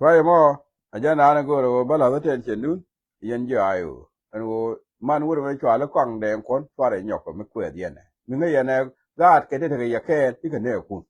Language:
Nuer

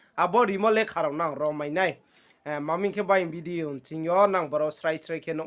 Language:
Riang (India)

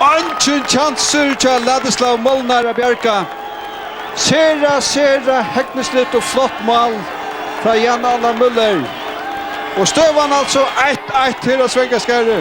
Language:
Faroese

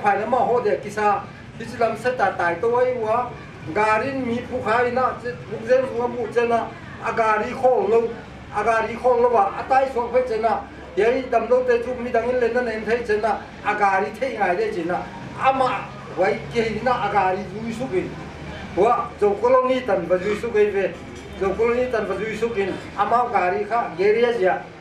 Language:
Paite Chin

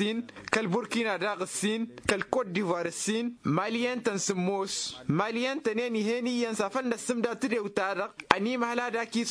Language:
Tamasheq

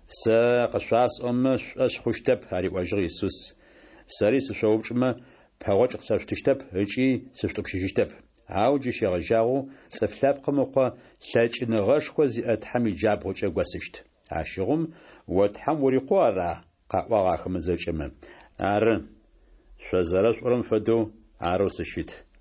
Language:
Adyghe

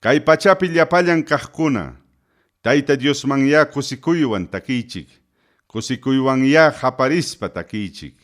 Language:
Ayacucho Quechua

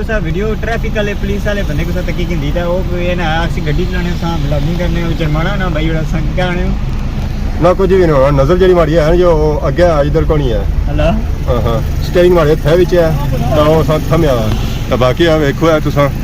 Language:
Pahari-Potwari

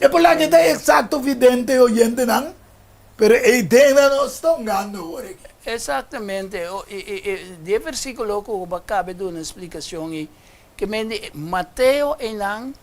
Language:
Papiamento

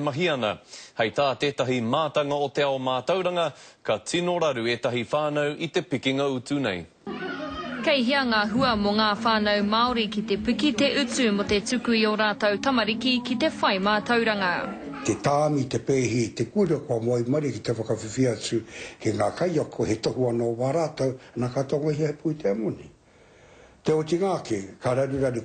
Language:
Māori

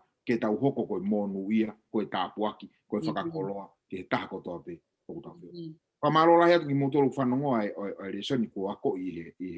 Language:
Tongan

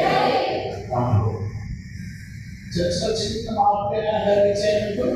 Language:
Telugu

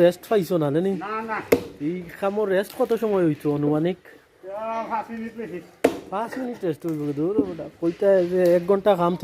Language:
Sylheti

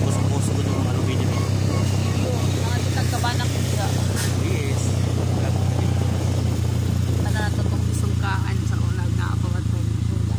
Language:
Cebuano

